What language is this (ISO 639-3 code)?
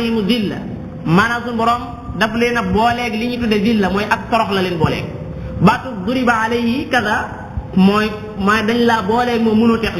wol